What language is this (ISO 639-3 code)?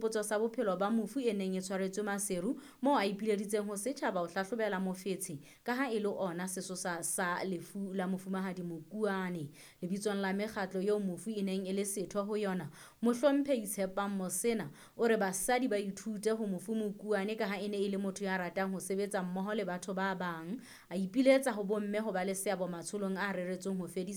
sot